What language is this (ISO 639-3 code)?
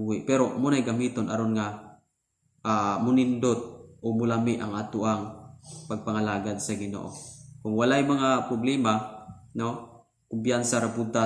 ceb